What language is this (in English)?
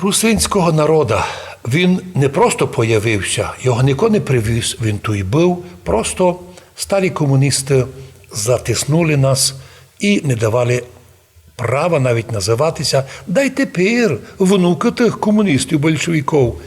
Rusyn